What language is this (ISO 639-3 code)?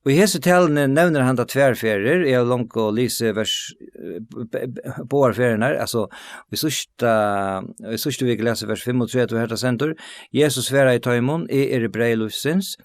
fao